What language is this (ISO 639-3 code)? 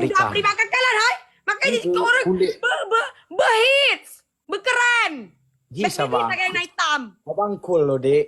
ace